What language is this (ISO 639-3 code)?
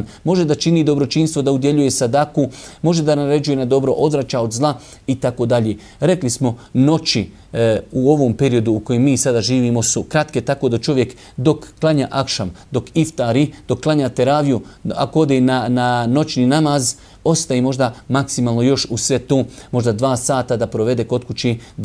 bos